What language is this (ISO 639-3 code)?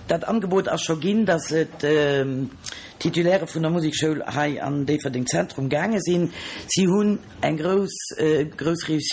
ltz